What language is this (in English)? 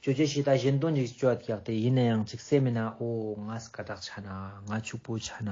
Ladakhi